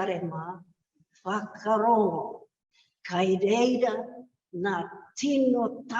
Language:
Māori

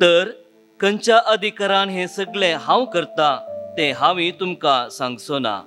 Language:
Konkani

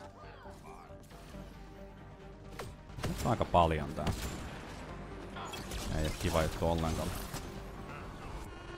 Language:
Finnish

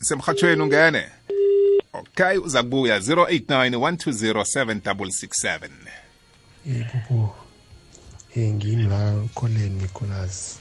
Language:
South Ndebele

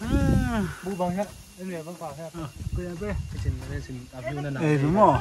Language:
Paite Chin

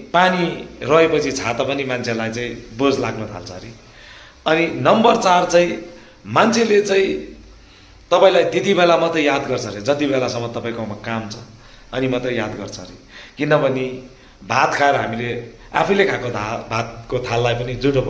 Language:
Nepali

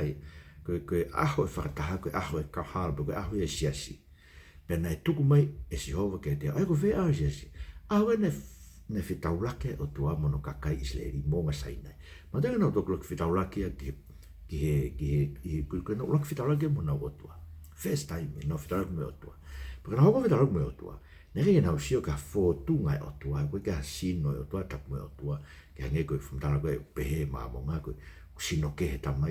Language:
Tongan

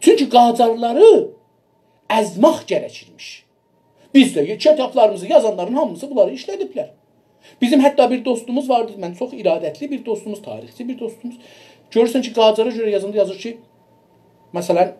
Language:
South Azerbaijani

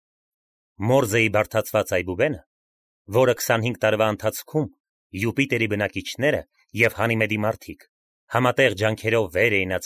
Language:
Armenian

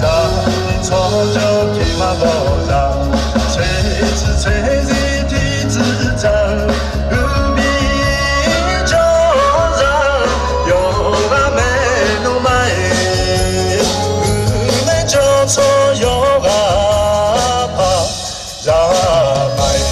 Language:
Akha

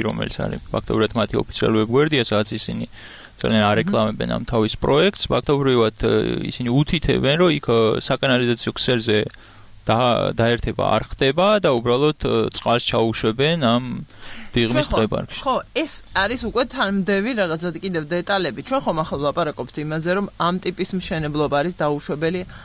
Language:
Georgian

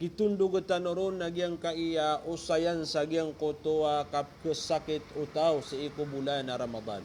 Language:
Maranao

